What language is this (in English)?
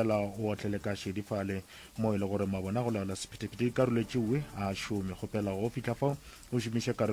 Northern Sotho